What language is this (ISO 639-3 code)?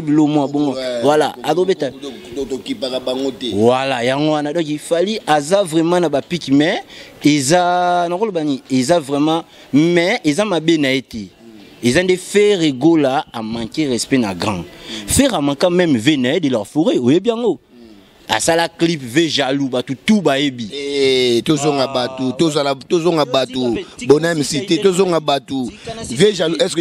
lin